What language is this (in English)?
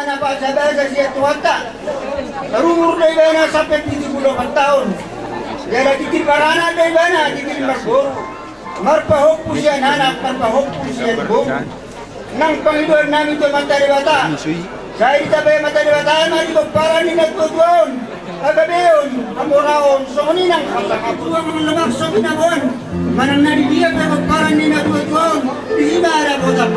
Batak Toba